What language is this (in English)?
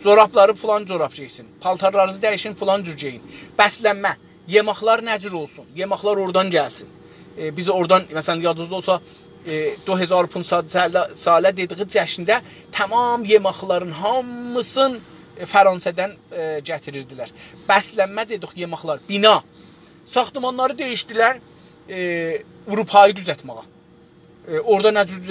South Azerbaijani